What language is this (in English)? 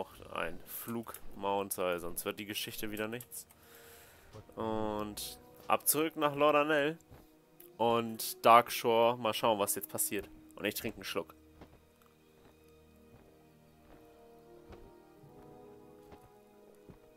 German